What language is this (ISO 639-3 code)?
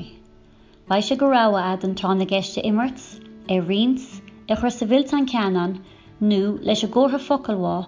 gle